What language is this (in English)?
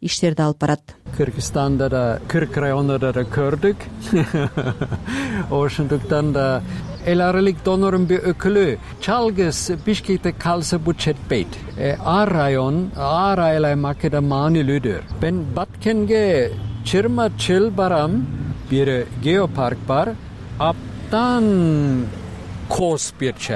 Kyrgyz